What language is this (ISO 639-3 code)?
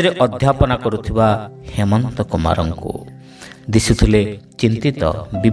ori